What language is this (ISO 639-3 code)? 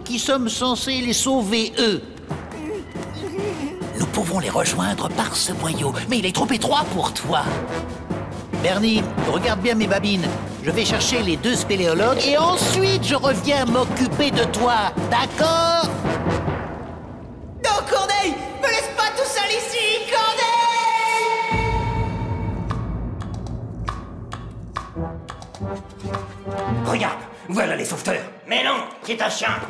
fra